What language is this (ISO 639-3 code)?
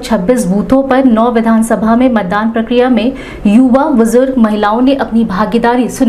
hin